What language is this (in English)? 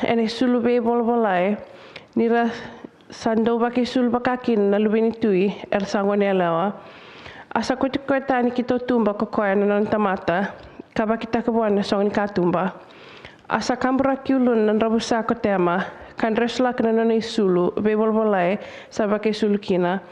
Fijian